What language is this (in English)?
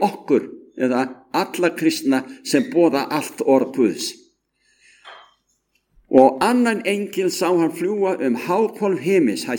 Icelandic